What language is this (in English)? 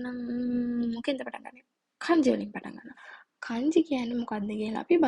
Sinhala